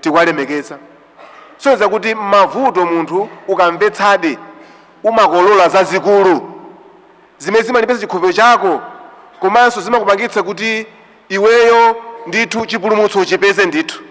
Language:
Nyanja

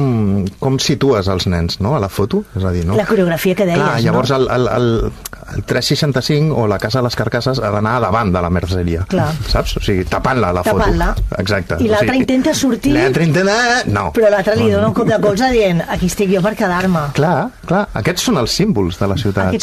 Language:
Catalan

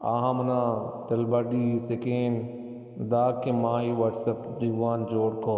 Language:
Baluchi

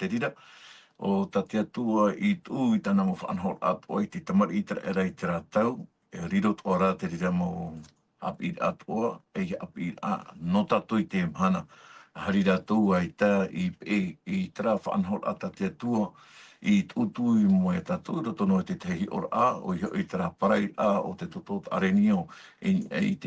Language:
Tahitian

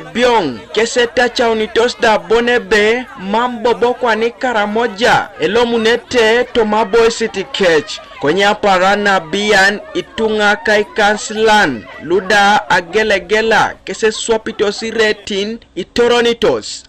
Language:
Teso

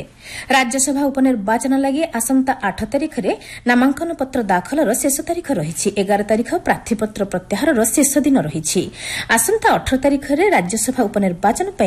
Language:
Odia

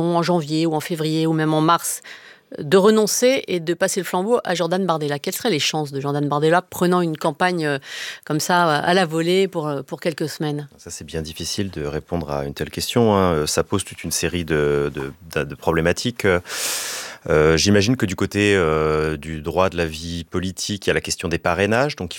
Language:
French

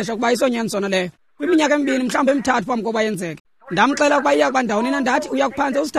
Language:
Xhosa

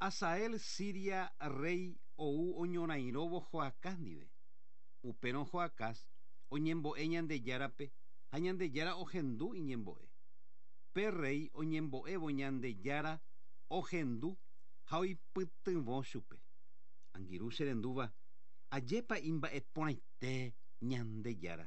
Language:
Guarani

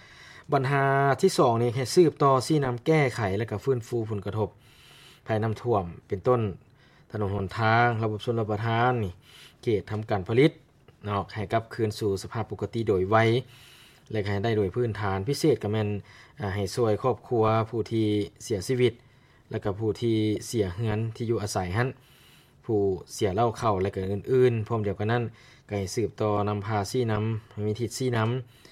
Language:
Lao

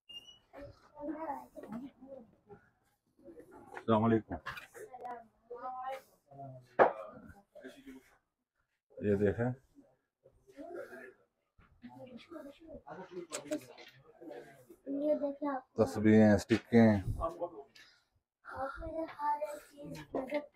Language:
Hindi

